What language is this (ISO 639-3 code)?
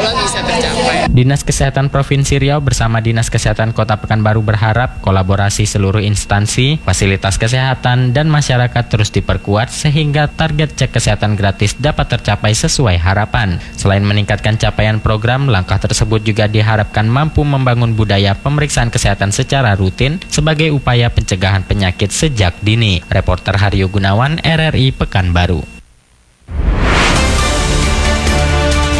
ind